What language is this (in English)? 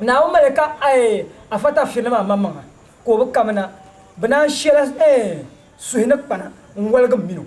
Dagbani